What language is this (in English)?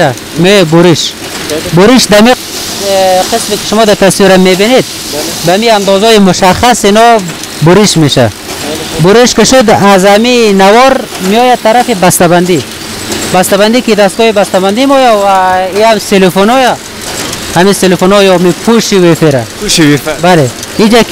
Persian